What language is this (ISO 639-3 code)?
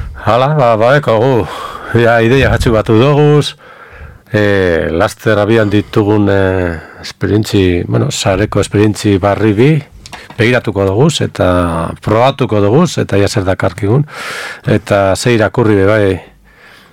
eus